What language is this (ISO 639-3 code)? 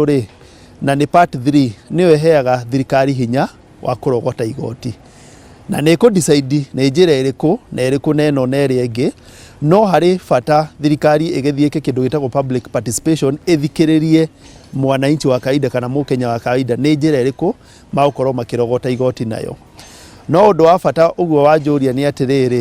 kik